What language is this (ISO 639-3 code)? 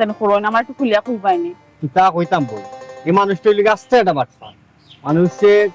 syl